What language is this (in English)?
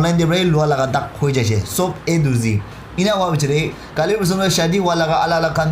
Naga Pidgin